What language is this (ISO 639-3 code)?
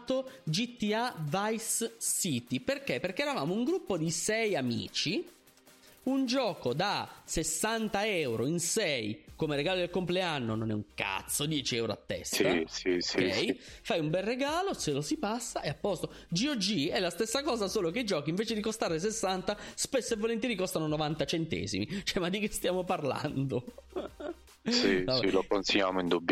ita